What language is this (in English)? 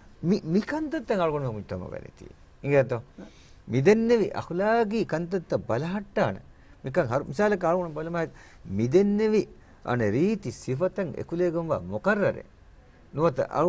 Divehi